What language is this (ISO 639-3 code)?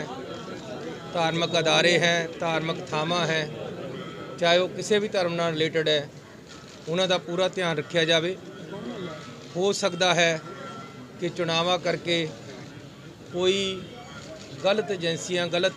pan